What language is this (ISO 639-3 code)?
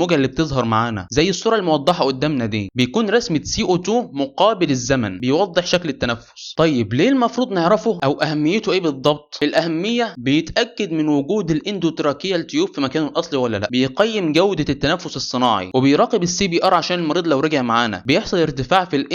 arz